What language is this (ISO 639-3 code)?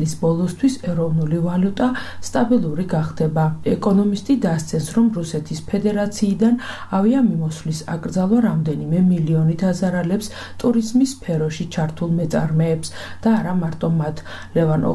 kat